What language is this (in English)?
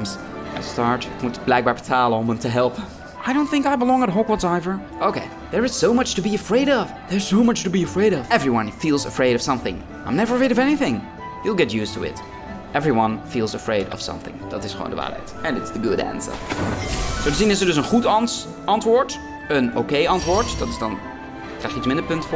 Dutch